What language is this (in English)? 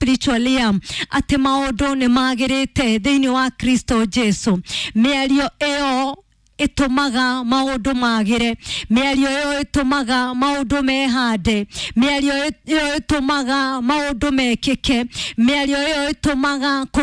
Kikuyu